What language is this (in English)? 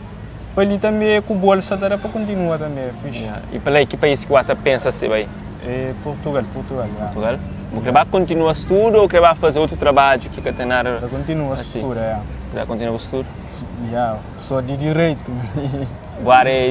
Kabuverdianu